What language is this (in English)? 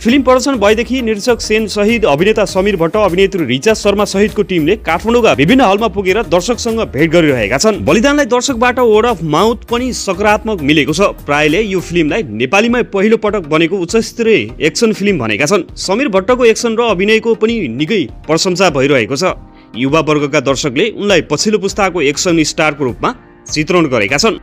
Nepali